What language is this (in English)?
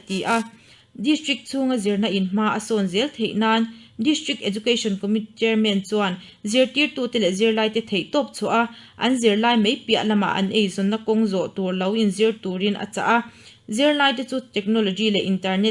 Mizo